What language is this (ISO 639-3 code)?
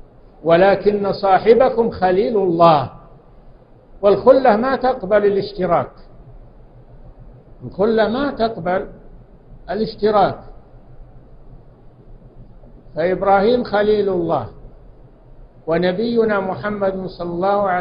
ara